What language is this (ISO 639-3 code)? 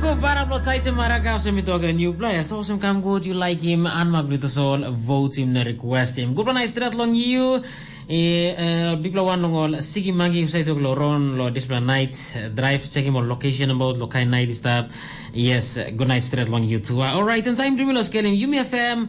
tpi